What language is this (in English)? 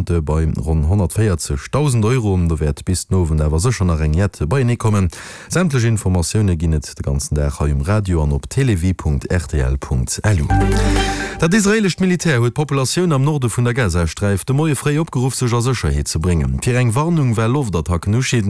Luxembourgish